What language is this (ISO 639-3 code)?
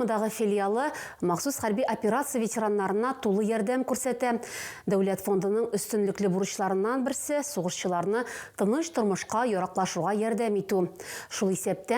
tat